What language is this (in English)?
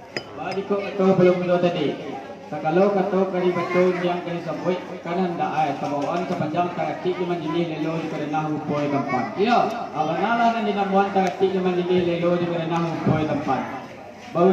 Minangkabau